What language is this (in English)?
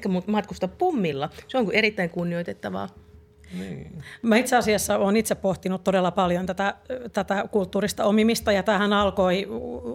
Finnish